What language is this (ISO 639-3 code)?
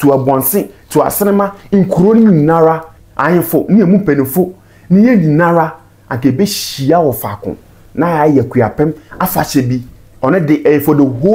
aka